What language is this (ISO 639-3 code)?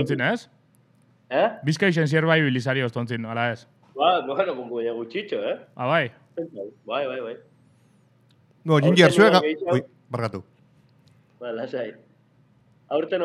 eus